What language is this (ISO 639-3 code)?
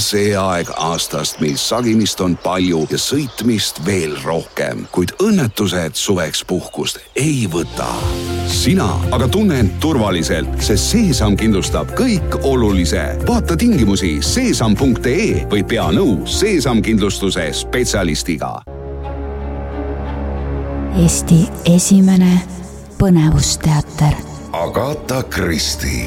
est